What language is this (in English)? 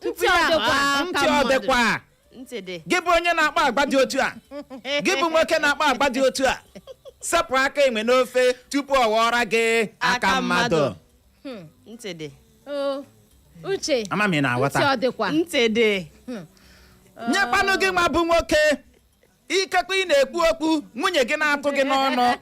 Igbo